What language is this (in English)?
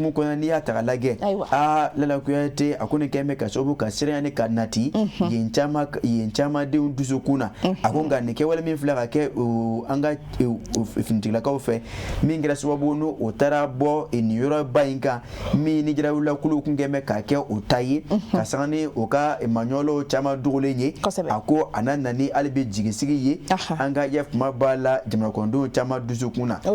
Bambara